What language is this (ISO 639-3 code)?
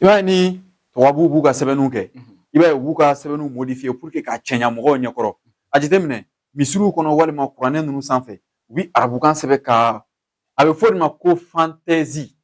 bam